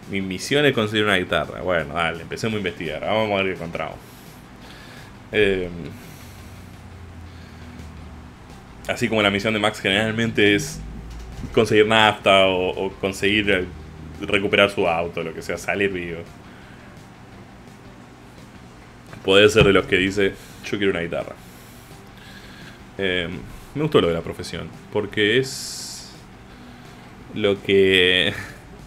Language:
Spanish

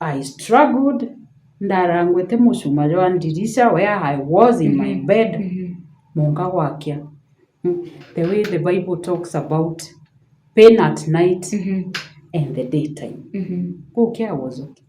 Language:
Meru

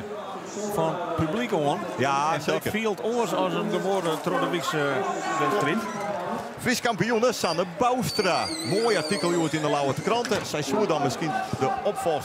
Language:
Western Frisian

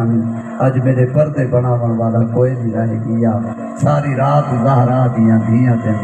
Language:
Saraiki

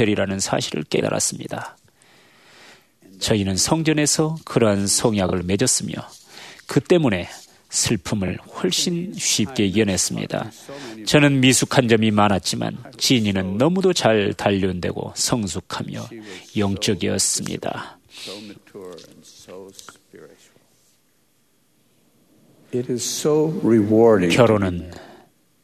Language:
Korean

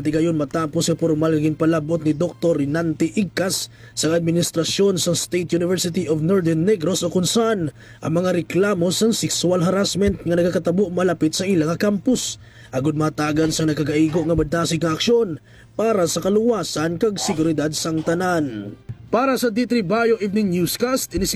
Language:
Hiligaynon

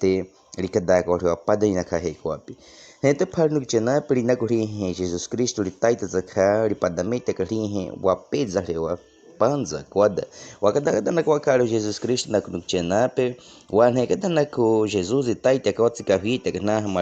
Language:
Baniwa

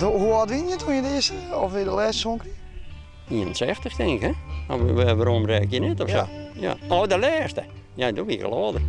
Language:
Western Frisian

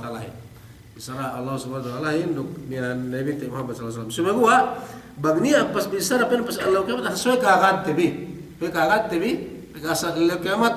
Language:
Yakan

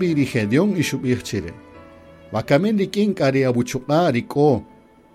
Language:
Kaqchikel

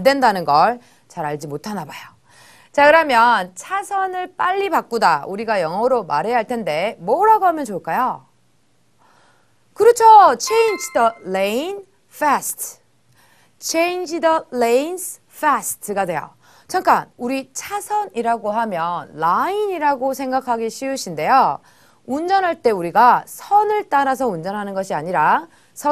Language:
Korean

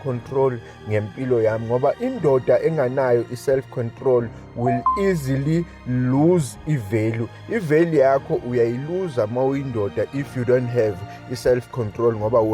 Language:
Zulu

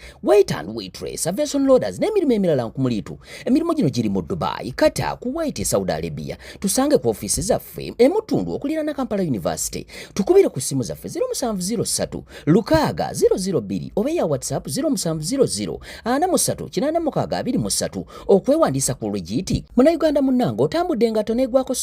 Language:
Ganda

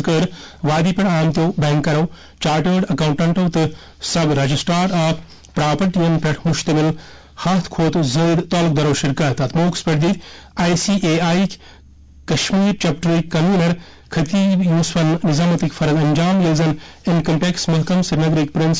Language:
Kashmiri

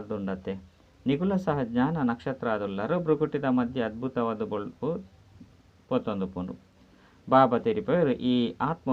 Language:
Tulu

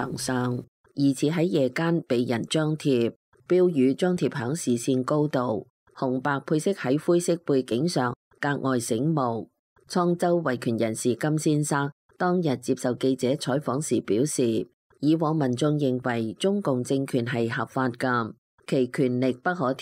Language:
Cantonese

